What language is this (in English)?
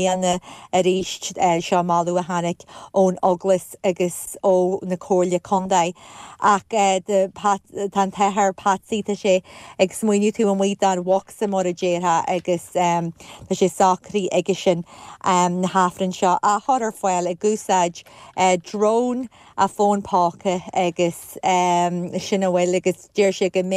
Irish